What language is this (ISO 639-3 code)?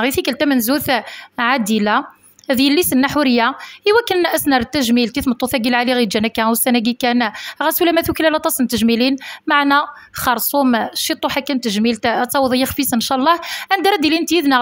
kab